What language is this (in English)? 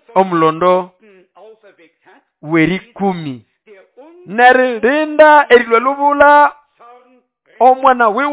Nande